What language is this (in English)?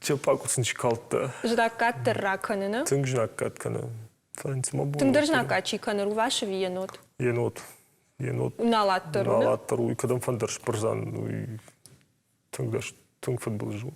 Ossetic